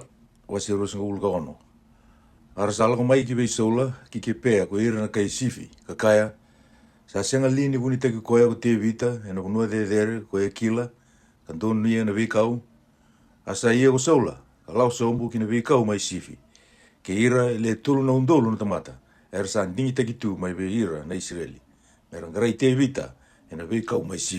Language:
Fijian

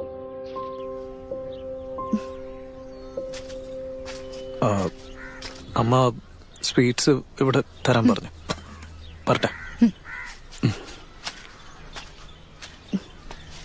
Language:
Malayalam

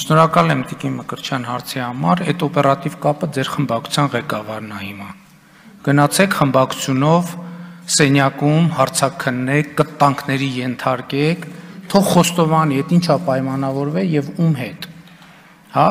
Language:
Armenian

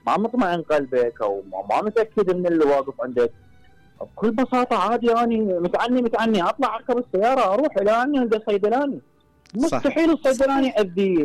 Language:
Mesopotamian Arabic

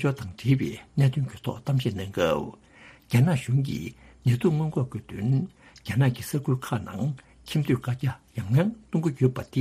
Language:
Tibetan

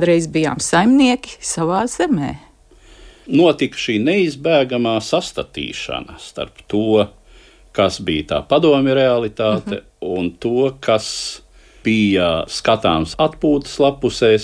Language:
Latvian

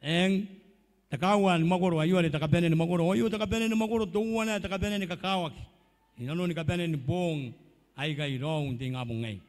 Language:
Gilbertese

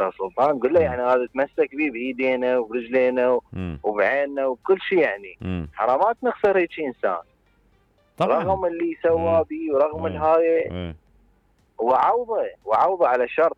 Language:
Mesopotamian Arabic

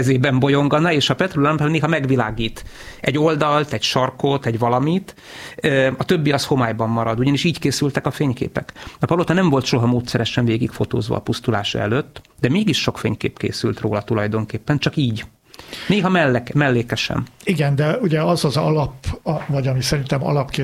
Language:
Hungarian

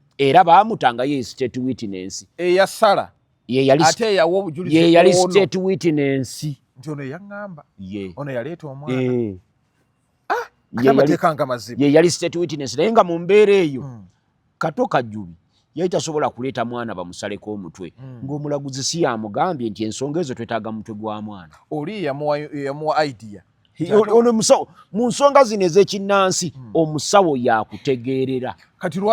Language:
Ganda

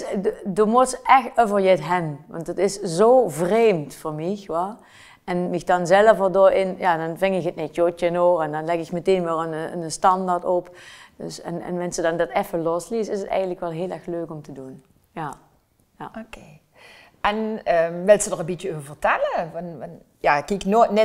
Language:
Limburgish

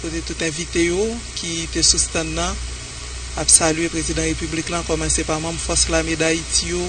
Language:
Haitian Creole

